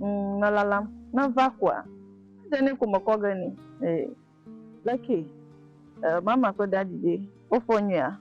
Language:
Ewe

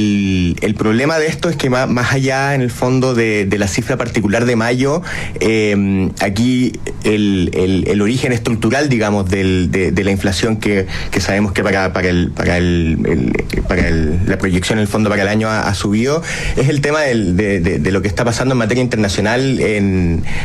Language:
Spanish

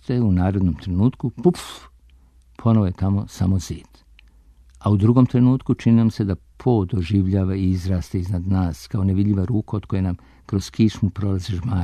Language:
Serbian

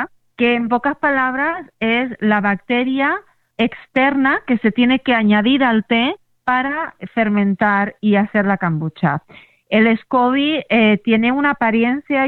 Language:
Spanish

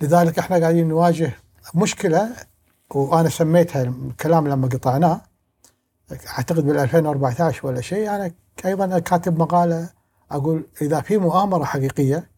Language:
Gulf Arabic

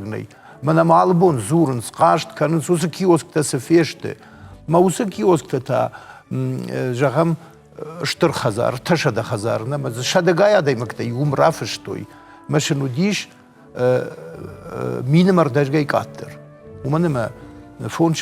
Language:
Ossetic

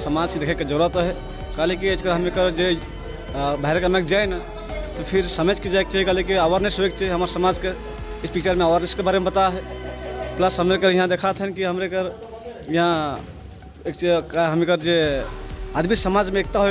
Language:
Sadri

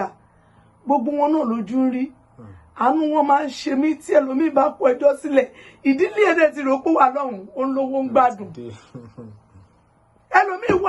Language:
Yoruba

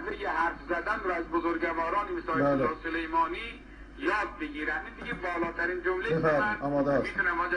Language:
Persian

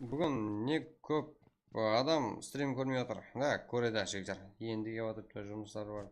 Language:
Kara-Kalpak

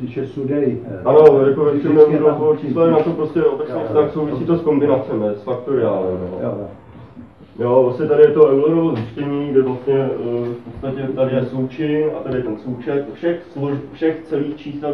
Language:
Czech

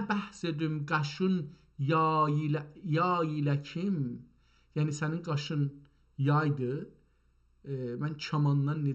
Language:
South Azerbaijani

